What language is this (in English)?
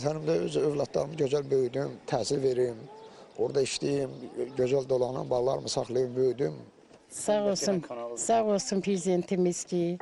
Azerbaijani